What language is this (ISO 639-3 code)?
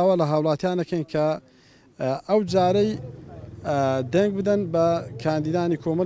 ckb